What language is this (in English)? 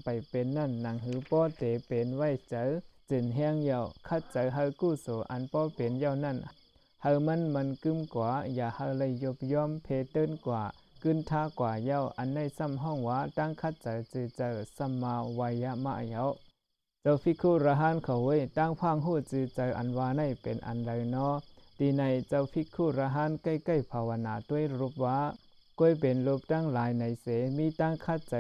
Shan